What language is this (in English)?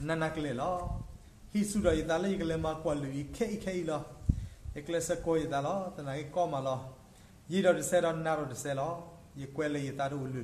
S'gaw Karen